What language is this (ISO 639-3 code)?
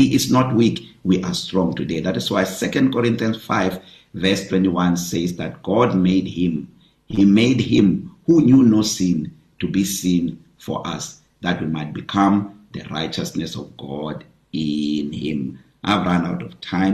eng